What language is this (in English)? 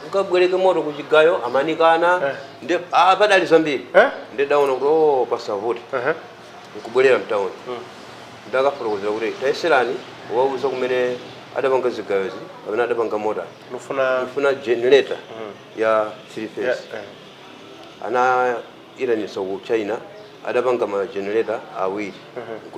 Nyanja